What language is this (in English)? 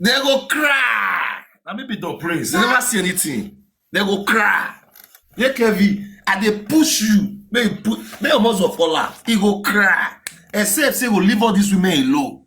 Nigerian Pidgin